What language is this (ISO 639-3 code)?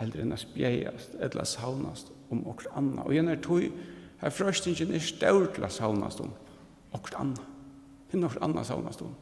fao